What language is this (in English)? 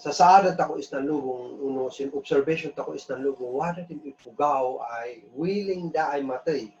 Kankanaey